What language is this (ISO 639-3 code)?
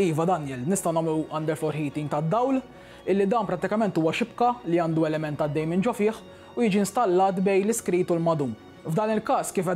mlt